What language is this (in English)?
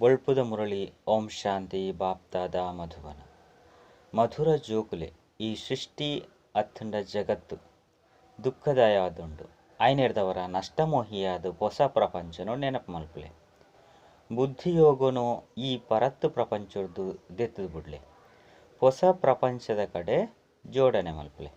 Tulu